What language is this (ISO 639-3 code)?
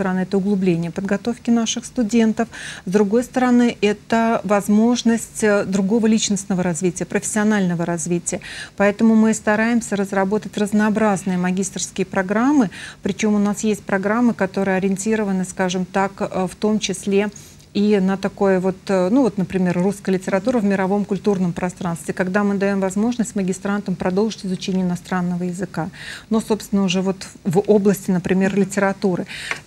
rus